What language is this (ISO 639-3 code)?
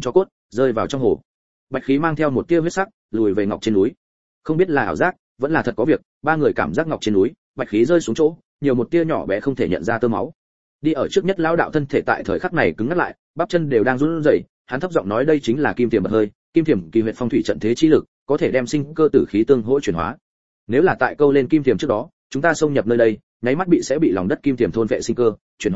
vie